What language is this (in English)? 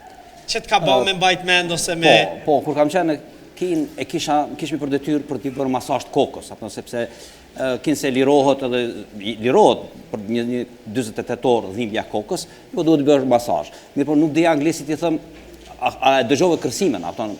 Albanian